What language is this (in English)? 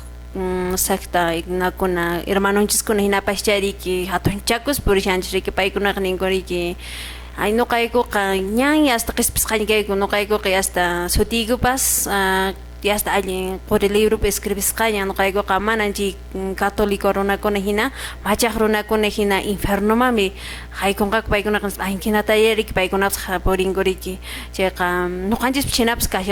Quechua